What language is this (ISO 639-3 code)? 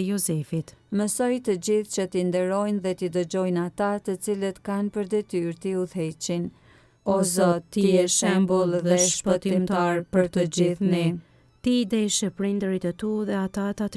sqi